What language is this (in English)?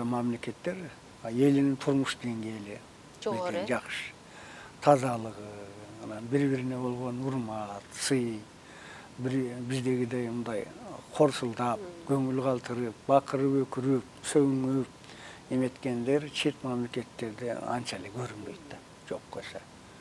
Kyrgyz